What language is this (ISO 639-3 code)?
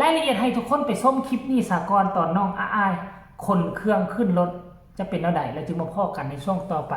tts